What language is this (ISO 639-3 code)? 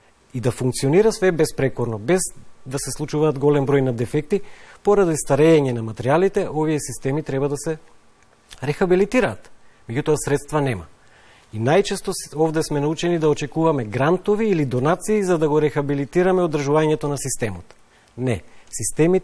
mkd